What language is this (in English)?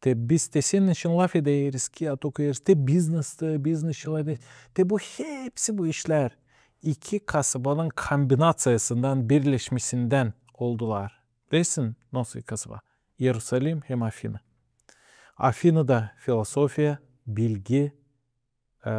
Gagauz